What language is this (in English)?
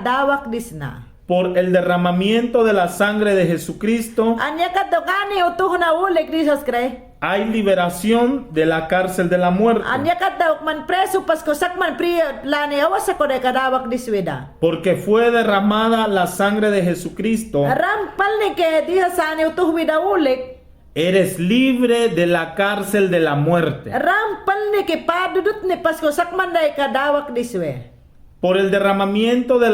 Mayangna